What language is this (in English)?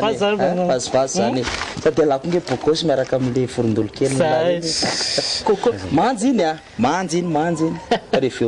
Malagasy